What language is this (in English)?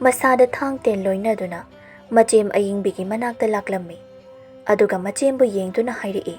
Manipuri